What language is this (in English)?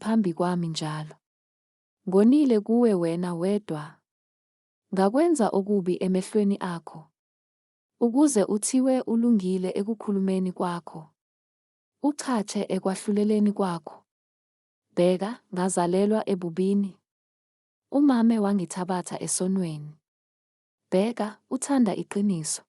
Zulu